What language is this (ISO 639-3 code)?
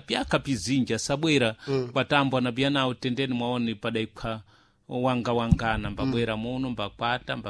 seh